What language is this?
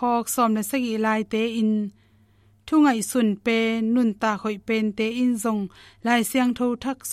Tedim Chin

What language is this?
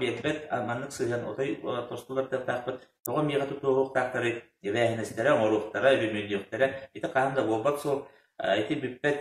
Yakut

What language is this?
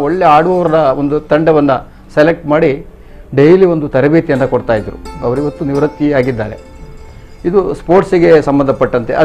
Kannada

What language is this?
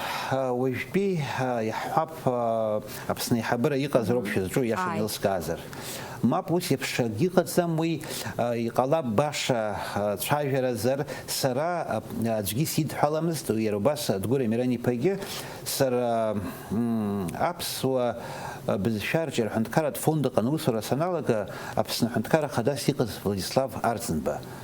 Abkhazian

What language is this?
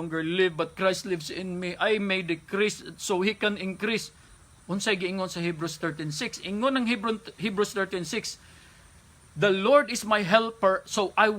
Cebuano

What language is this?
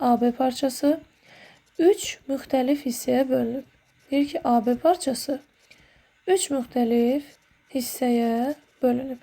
Azerbaijani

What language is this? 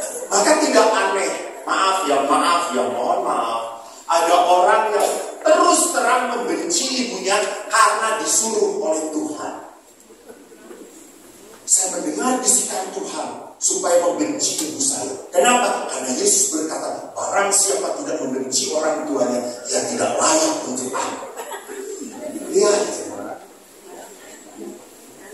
Indonesian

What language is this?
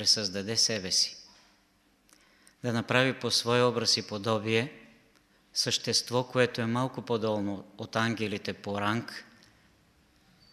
Bulgarian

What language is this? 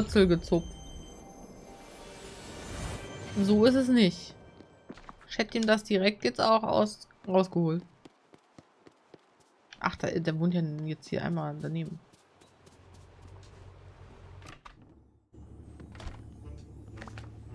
German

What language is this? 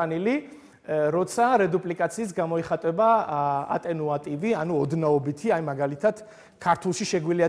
Georgian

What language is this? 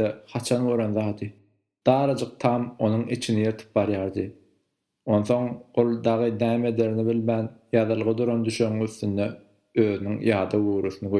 Turkmen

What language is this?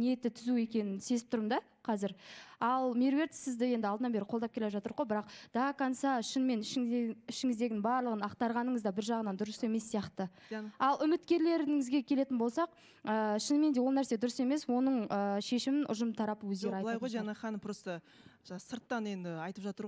Kazakh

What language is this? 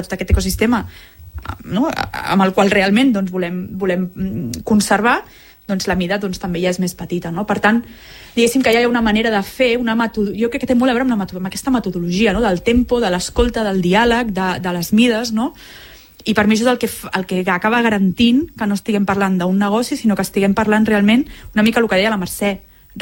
Catalan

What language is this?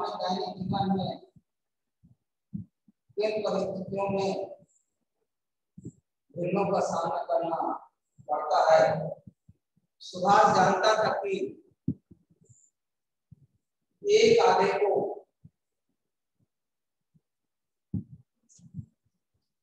Hindi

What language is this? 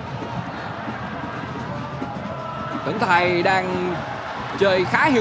Vietnamese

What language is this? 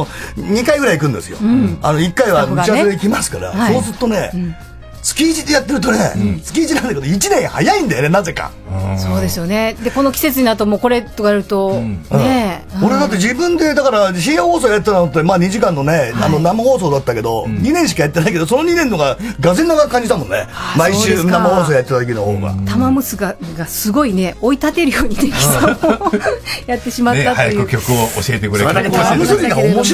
Japanese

